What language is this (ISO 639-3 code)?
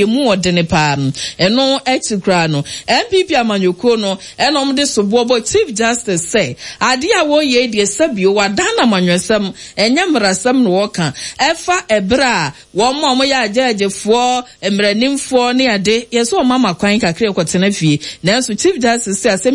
aka